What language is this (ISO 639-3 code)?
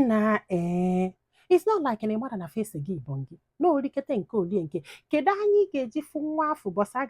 ibo